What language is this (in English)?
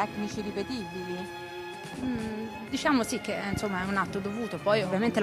Italian